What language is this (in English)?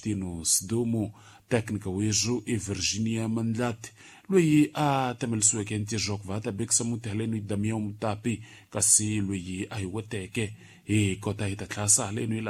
Tsonga